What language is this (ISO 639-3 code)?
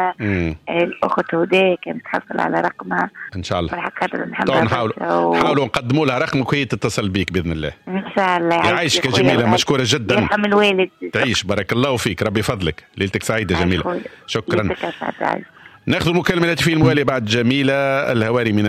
aeb